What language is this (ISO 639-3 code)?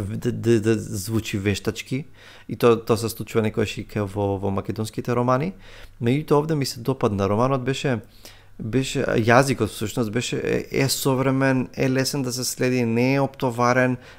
mkd